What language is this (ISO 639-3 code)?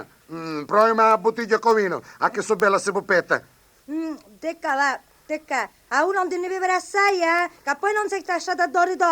scn